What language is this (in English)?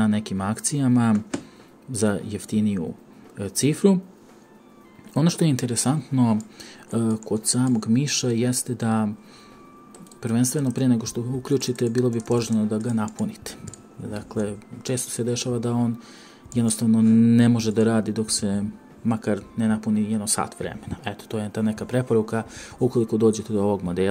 Serbian